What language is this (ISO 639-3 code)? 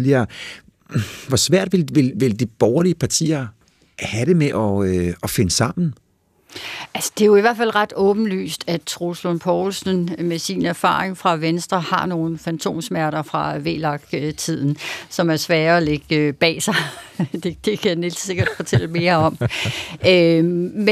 dan